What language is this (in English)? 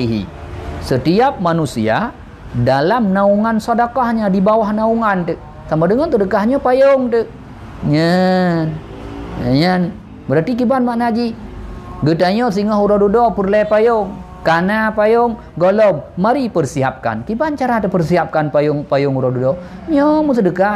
Achinese